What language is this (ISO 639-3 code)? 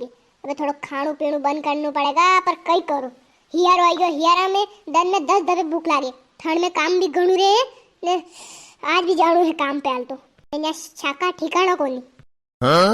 raj